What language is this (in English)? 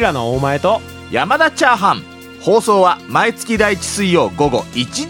Japanese